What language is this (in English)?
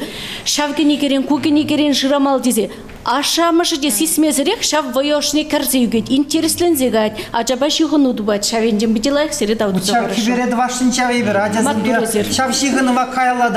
Chuvash